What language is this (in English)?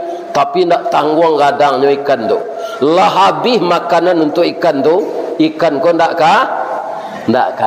Minangkabau